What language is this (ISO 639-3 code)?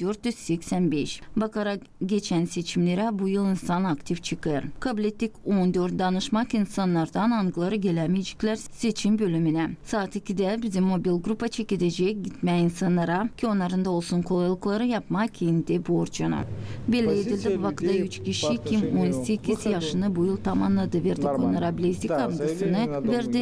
gag